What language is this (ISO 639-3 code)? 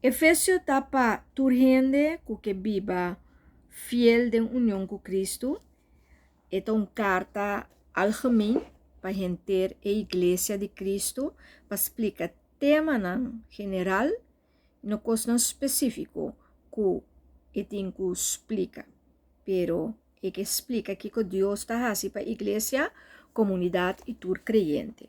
pap